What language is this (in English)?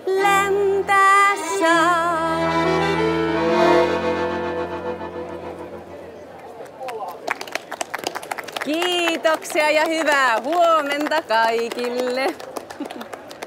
Finnish